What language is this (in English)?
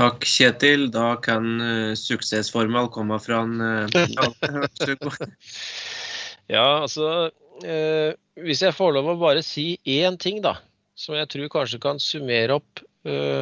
Norwegian